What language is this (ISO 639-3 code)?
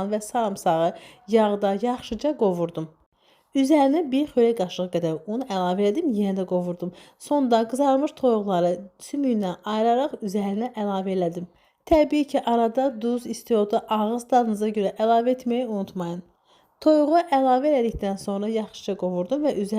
aze